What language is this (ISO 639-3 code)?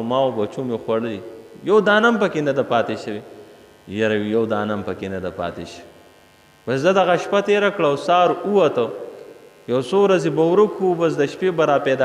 pus